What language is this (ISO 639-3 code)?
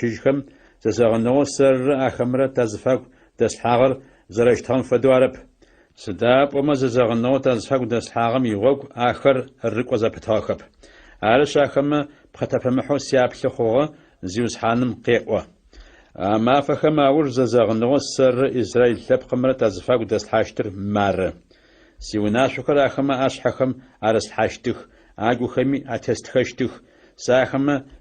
ady